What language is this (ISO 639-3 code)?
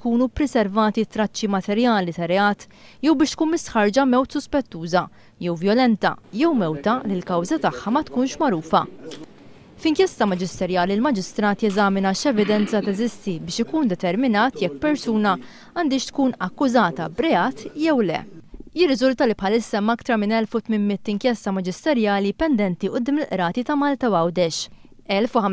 mlt